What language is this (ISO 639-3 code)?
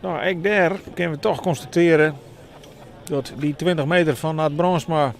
fry